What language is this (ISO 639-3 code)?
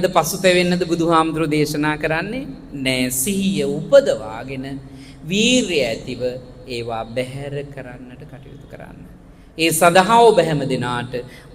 sin